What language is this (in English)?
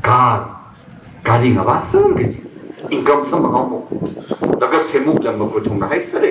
Tangkhul Naga (India)